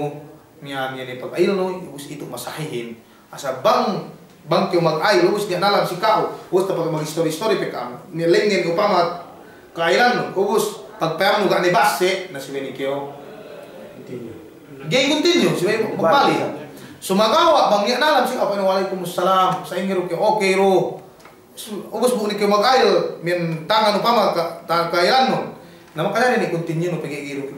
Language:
Yakan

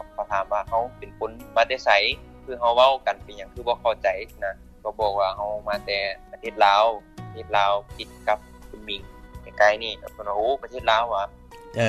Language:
Lao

